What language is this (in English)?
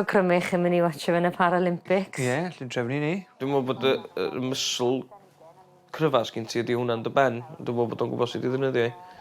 Welsh